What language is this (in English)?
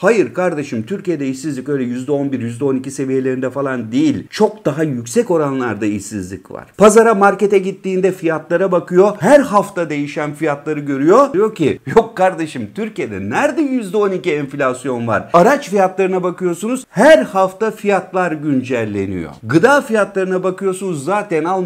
Turkish